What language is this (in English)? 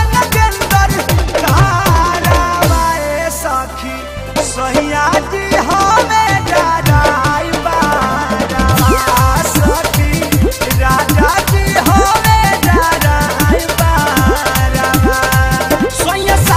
Bhojpuri